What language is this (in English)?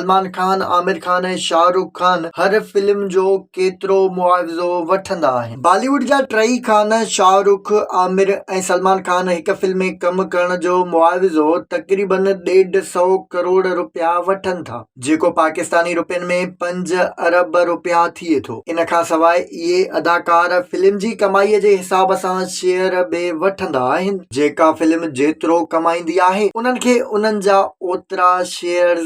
Sindhi